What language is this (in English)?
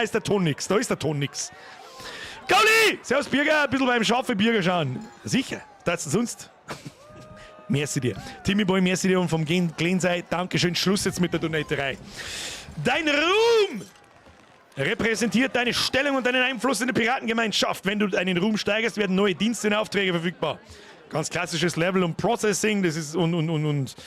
Bavarian